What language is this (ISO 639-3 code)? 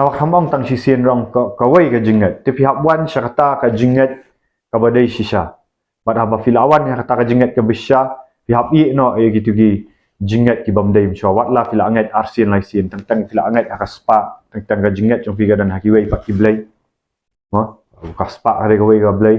kha